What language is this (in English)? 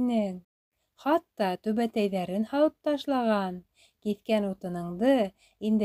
Bashkir